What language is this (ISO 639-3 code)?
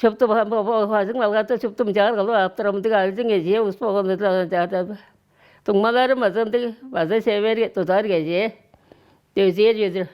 tyv